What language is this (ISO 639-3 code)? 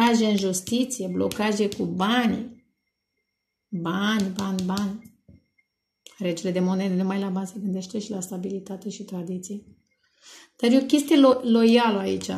ron